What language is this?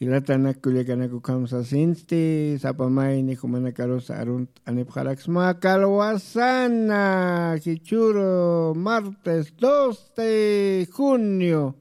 Aymara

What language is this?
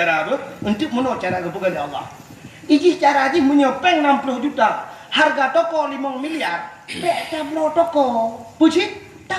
Achinese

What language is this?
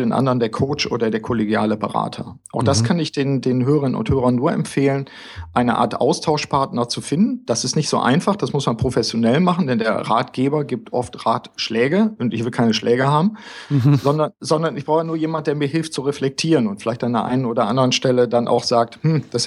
German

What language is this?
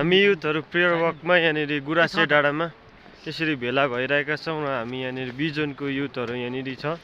Nepali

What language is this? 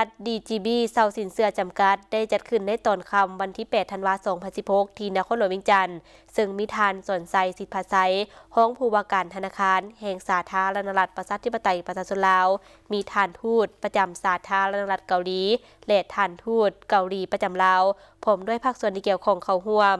Lao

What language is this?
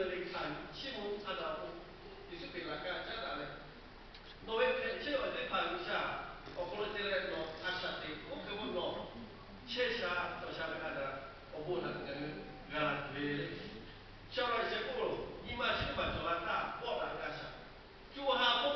Lahu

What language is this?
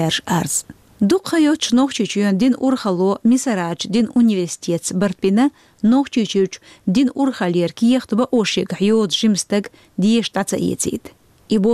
Chechen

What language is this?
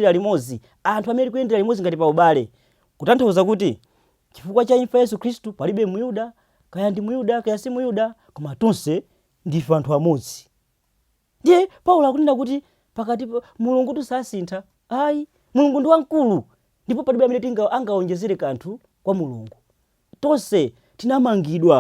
Nyanja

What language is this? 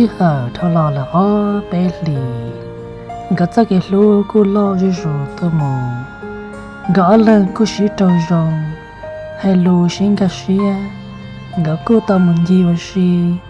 Hmong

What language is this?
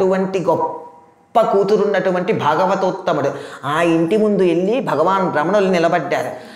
Telugu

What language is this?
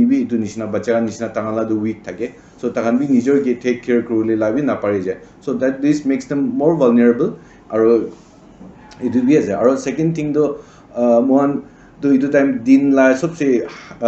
Naga Pidgin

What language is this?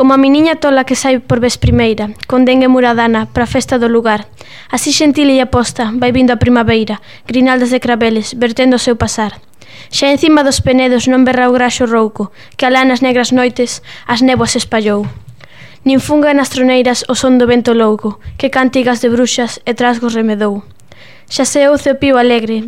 Galician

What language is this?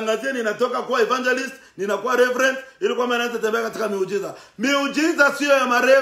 Swahili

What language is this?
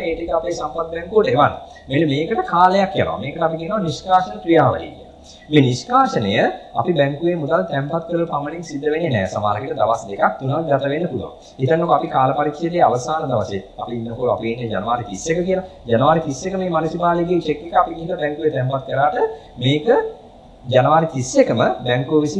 Sinhala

